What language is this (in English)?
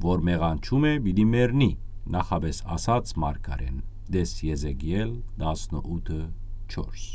Western Armenian